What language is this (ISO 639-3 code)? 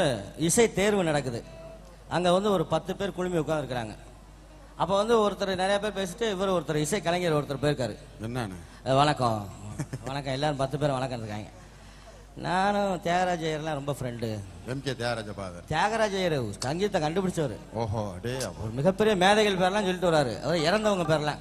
tam